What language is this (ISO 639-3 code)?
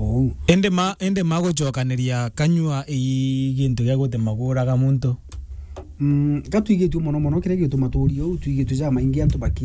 mer